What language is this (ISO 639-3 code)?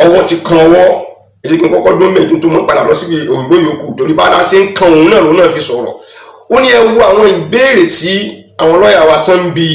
yor